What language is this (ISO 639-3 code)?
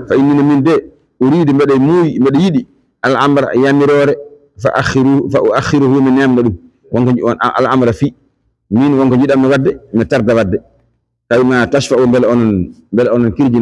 ful